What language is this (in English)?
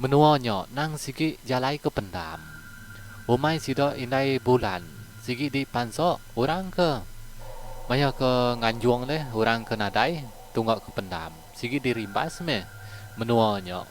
Iban